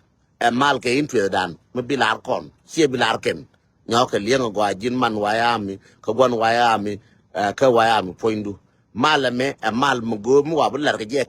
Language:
Nuer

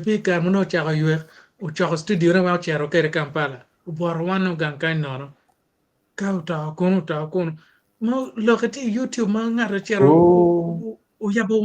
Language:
Acoli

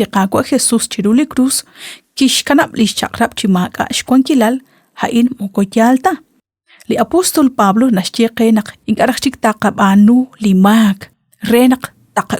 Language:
Kekchí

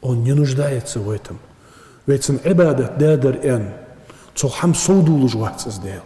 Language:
Ingush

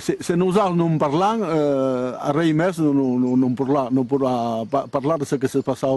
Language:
Occitan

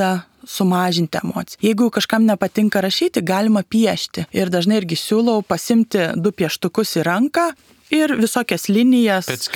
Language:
Lithuanian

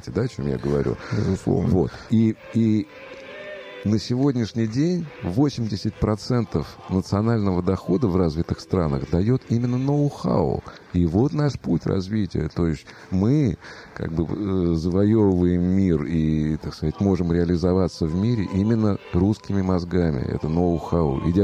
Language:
Russian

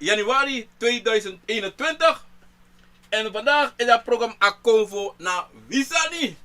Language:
Sranan Tongo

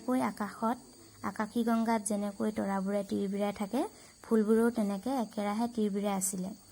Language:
Assamese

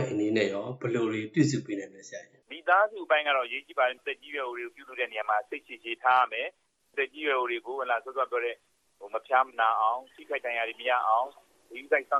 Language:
Burmese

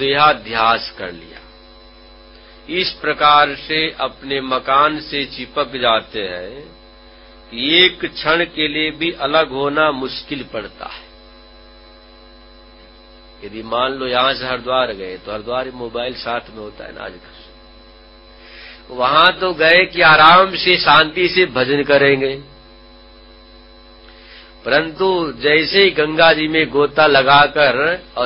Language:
Hindi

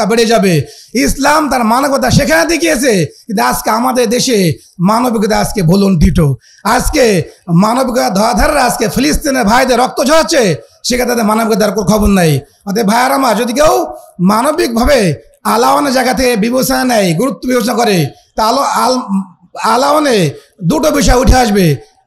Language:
Bangla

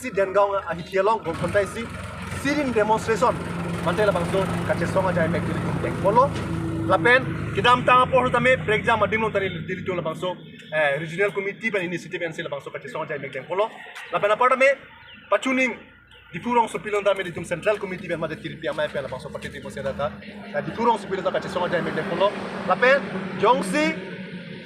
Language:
Karbi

